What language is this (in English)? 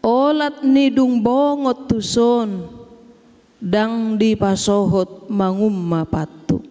Batak Toba